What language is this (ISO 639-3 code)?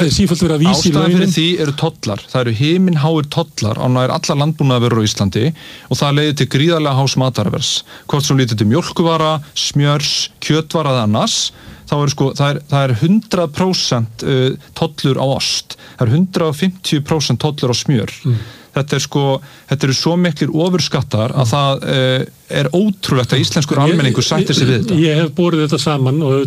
isl